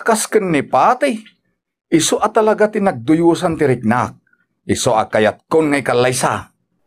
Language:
Iloko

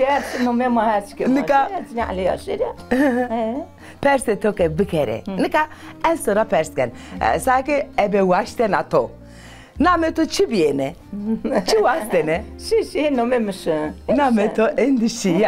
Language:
Zaza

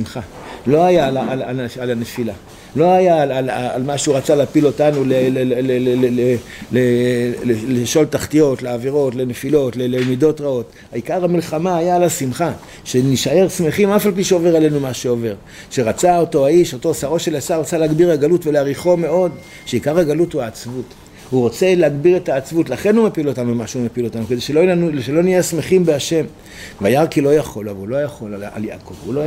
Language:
Hebrew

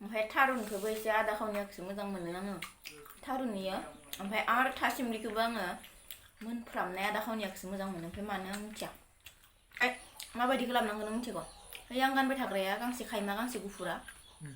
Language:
Bodo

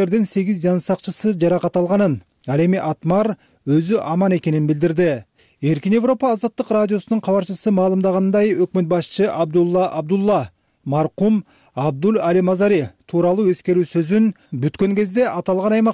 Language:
Kyrgyz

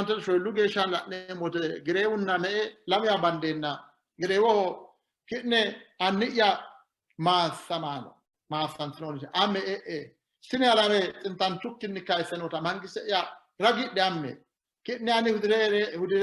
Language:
Sidamo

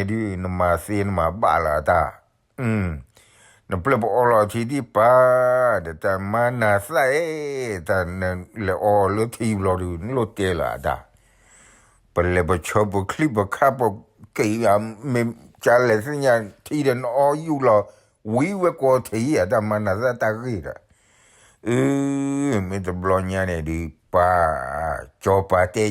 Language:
S'gaw Karen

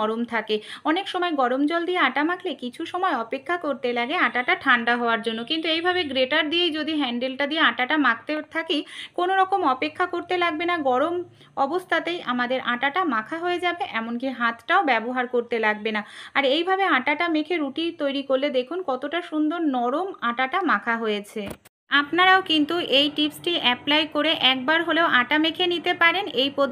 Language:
Bangla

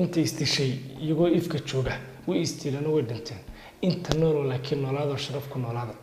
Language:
Somali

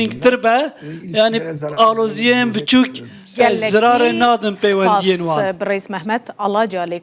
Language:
Kurdish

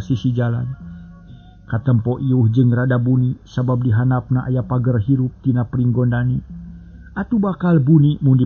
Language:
Sundanese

